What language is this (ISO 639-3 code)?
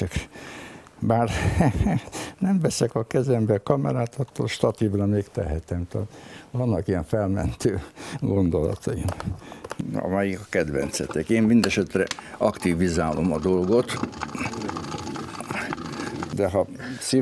hun